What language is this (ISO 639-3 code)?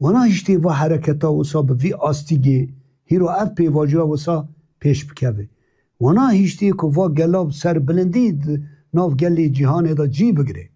kur